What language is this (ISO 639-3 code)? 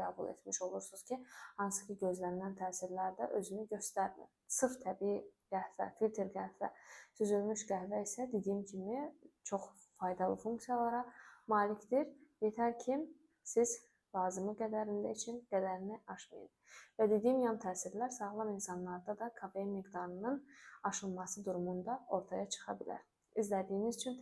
aze